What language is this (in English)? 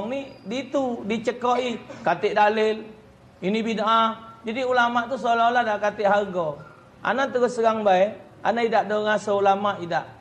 Musi